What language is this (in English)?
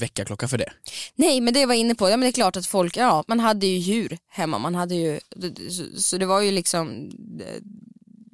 Swedish